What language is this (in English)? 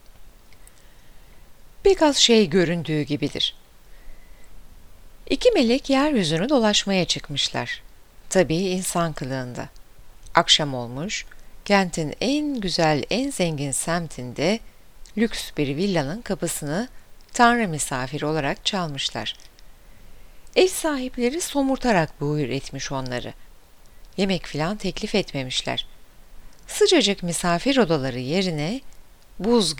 Turkish